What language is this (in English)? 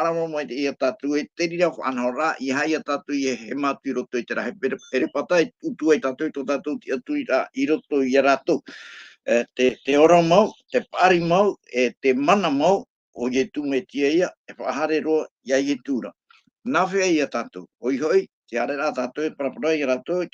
Tahitian